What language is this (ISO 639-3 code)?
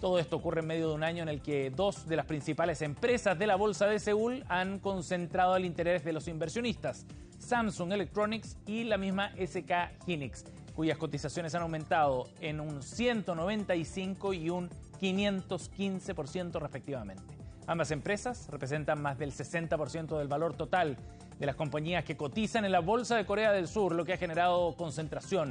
spa